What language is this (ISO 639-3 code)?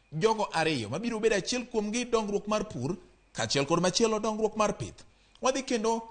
luo